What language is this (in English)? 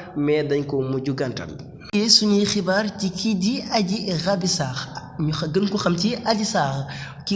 Wolof